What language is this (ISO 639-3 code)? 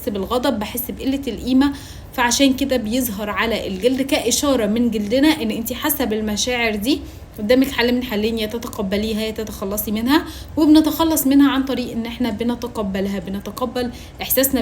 arz